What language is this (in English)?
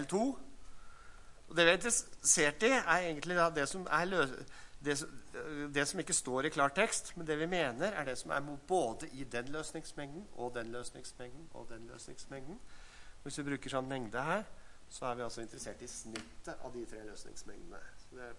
Norwegian